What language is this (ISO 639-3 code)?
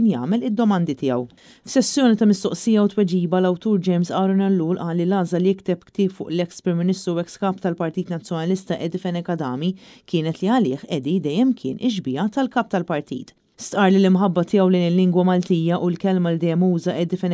mlt